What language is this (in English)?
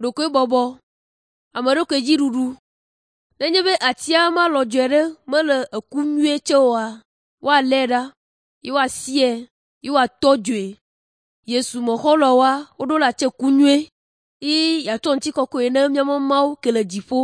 Ewe